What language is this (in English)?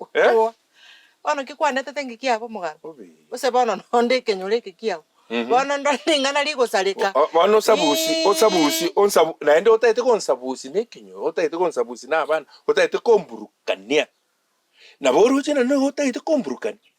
Gusii